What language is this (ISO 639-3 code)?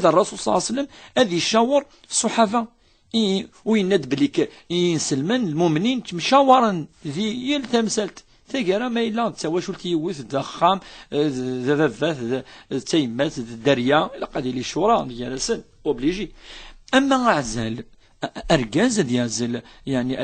kab